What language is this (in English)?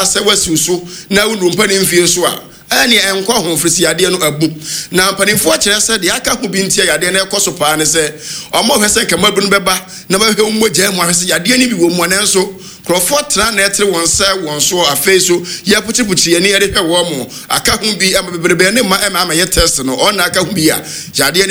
Akan